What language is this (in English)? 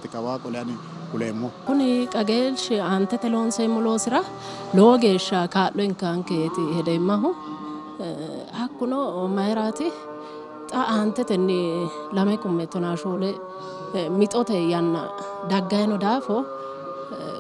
Sidamo